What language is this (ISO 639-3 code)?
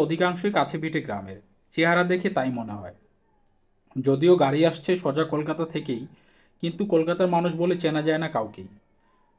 ben